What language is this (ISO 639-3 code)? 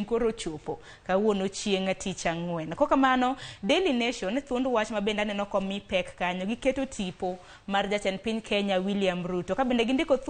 luo